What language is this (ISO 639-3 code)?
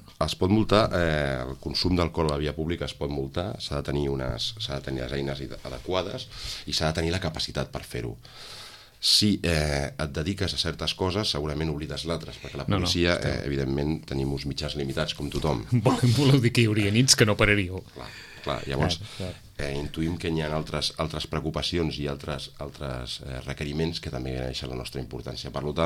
cat